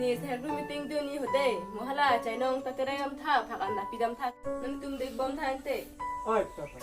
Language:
Karbi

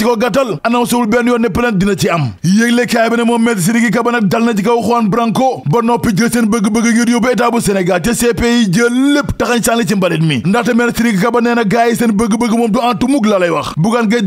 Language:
Wolof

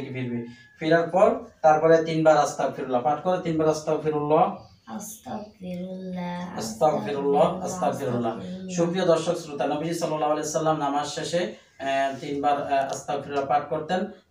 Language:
Bangla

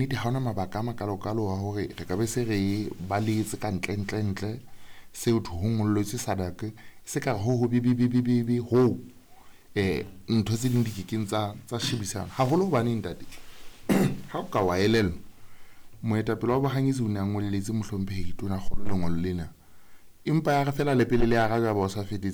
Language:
Southern Sotho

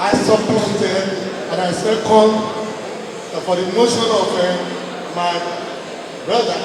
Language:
Yoruba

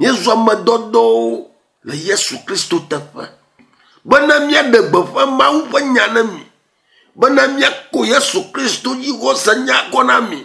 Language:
Ewe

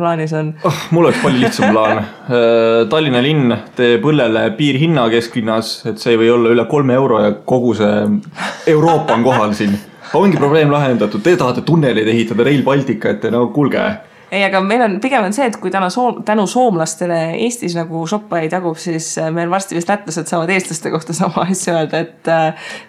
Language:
Estonian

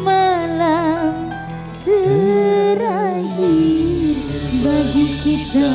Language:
Musi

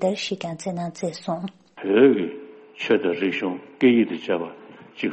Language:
Tibetan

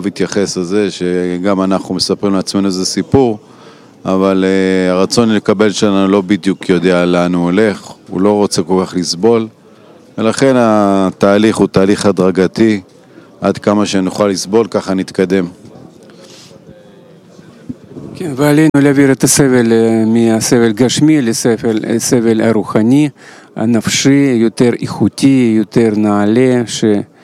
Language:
Hebrew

